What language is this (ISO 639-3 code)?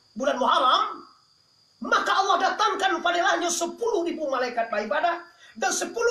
min